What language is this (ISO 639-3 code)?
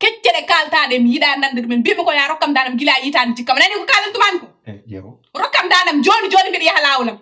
ful